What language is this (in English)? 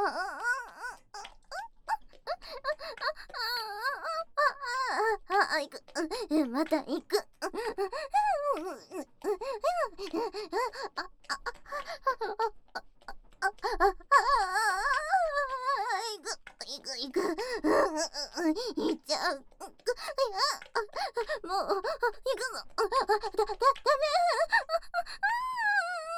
Japanese